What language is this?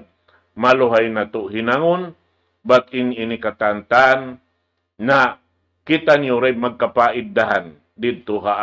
Tausug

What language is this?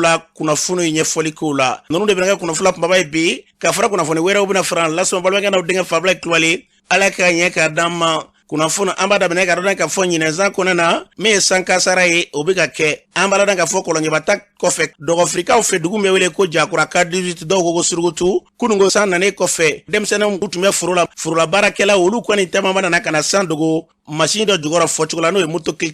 Bambara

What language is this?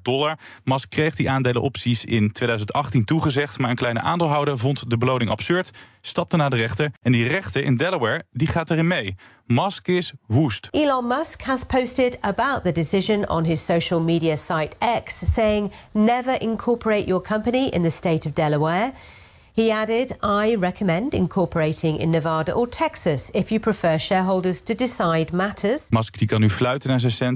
Dutch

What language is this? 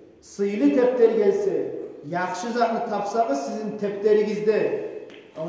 Kumyk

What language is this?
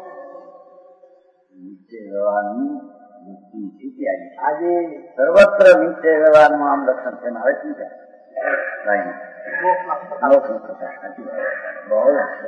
Gujarati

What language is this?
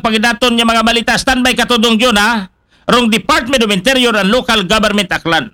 Aklanon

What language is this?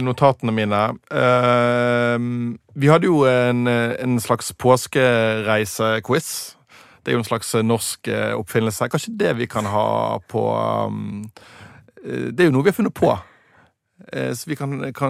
Norwegian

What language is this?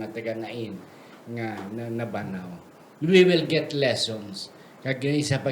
Hiligaynon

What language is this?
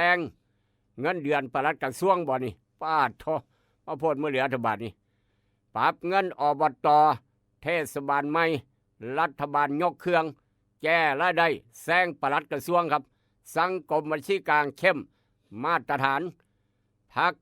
Northeastern Thai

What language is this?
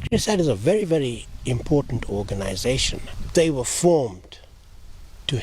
English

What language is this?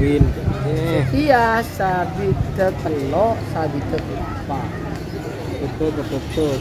Madurese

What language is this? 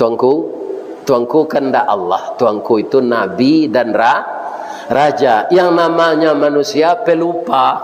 Minangkabau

